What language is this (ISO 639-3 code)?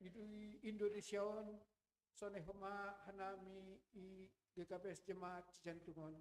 bts